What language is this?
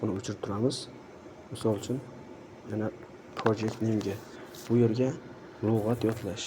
Uzbek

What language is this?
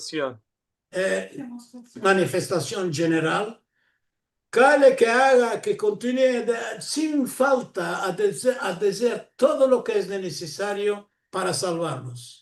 Ladino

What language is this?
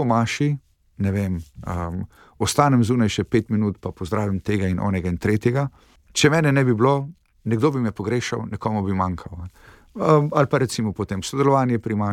Slovenian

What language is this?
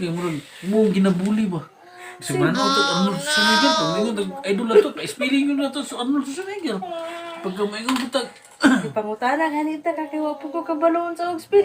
Cebuano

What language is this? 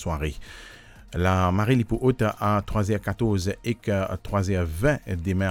Morisyen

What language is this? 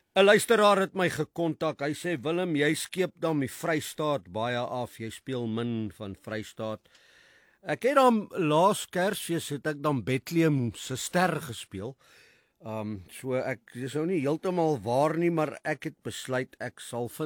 Afrikaans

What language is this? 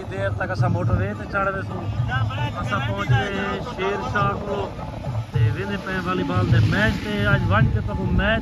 Saraiki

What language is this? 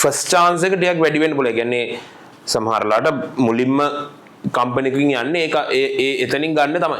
Sinhala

